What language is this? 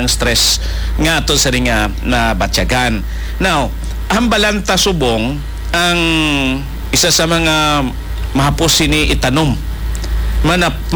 Hiligaynon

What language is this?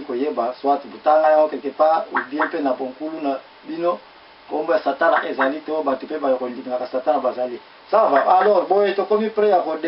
Lingala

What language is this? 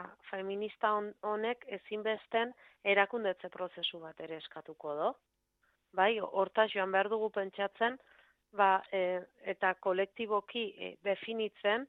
Basque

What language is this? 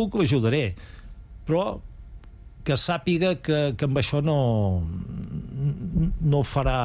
Catalan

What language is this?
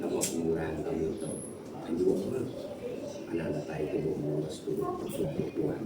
Iban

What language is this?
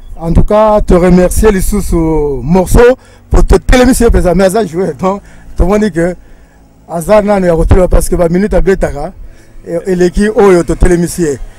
Lingala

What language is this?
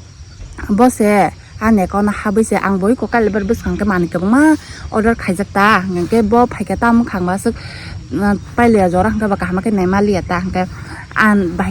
Kok Borok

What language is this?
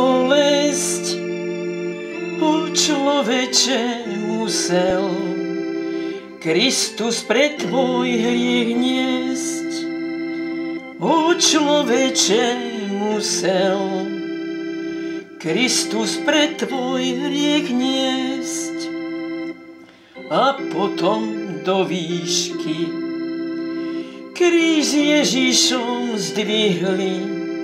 Slovak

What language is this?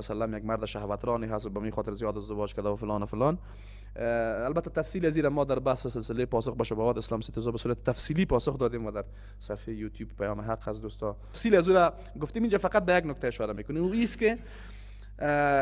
Persian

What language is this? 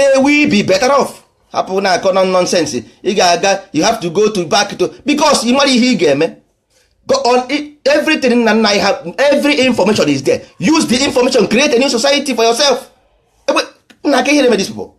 Igbo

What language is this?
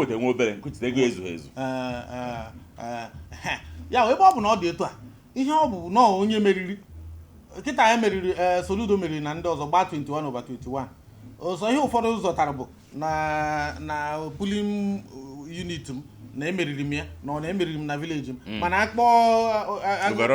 Igbo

